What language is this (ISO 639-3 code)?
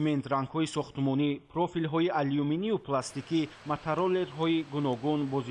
tgk